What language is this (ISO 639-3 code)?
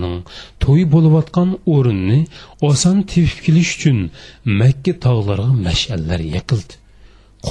uig